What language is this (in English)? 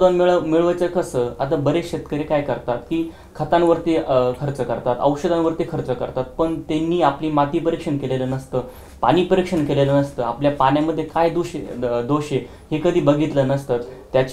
Marathi